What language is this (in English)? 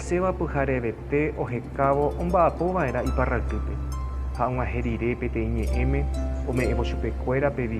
Guarani